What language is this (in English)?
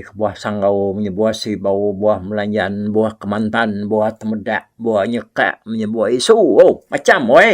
Iban